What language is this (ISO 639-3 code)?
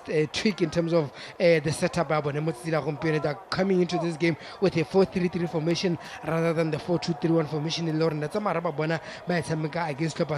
tsn